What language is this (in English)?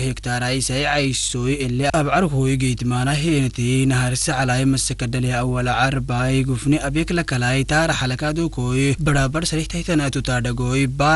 Afar